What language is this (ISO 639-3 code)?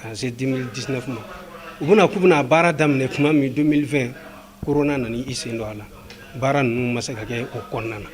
bam